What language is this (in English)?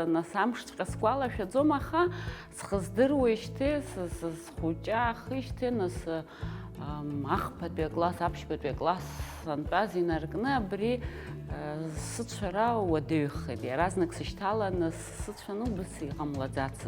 Abkhazian